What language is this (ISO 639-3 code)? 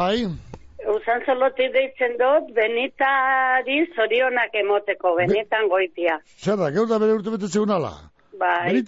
eus